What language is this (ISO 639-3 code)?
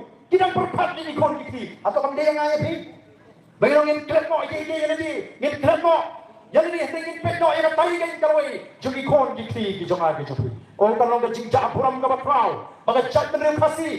kha